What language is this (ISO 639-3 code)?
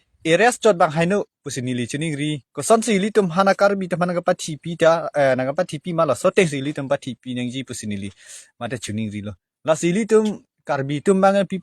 mjw